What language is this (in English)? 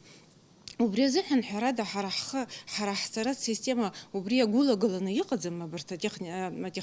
Abkhazian